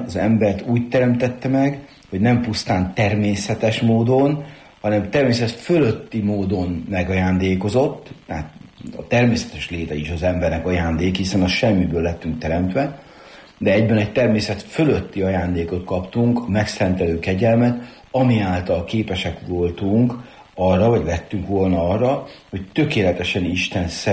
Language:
Hungarian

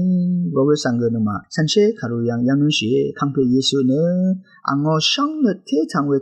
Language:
Rawang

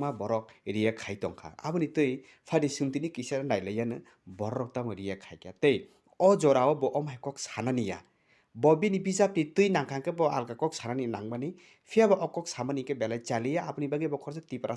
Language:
Kok Borok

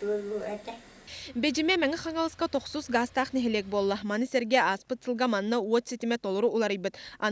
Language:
Yakut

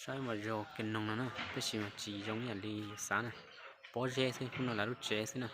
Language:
Hmong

